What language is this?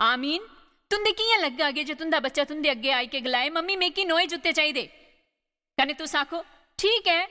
Dogri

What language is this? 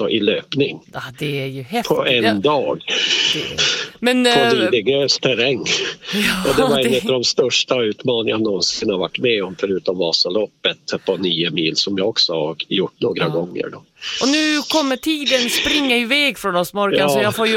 Swedish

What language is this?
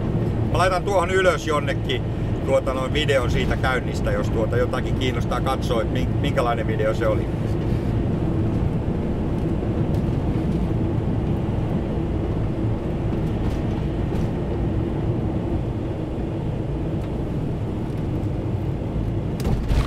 Finnish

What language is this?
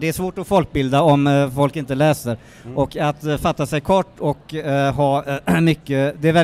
Swedish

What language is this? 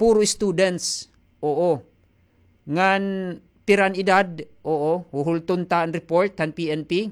Waray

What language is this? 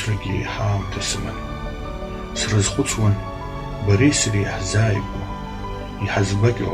Abkhazian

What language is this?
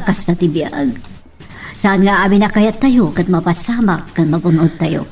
Iloko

